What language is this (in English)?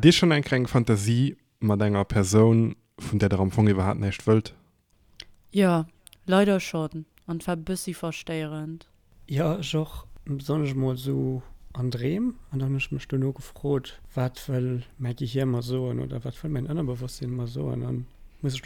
Luxembourgish